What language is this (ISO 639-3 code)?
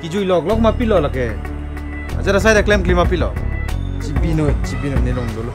mjw